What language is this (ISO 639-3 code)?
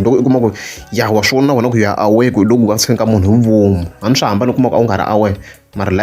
tso